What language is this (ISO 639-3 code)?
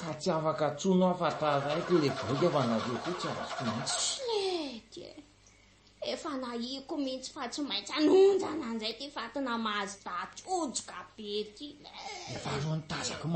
mlg